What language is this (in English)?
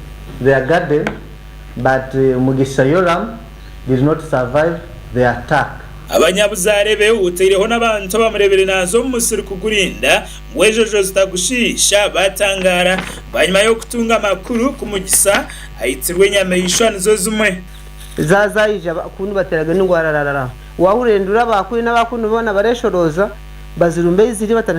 Nyankole